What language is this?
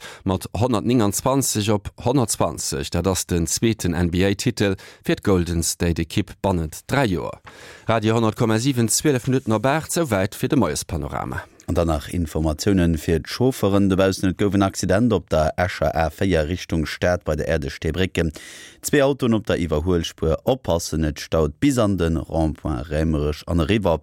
Luxembourgish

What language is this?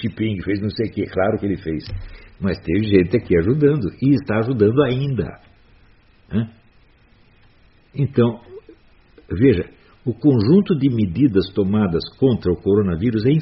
Portuguese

